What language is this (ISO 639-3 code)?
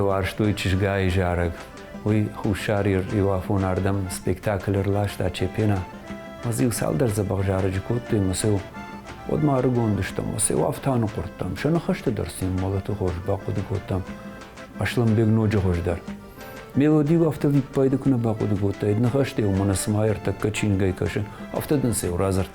oss